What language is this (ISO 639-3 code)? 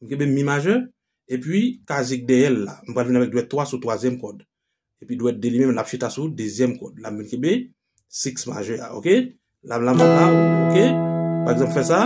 hat